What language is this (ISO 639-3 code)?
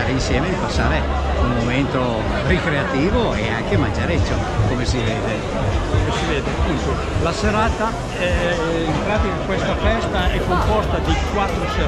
ita